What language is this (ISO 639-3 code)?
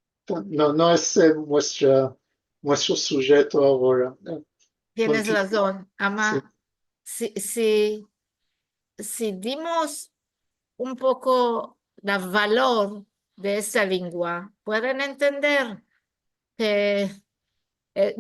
lad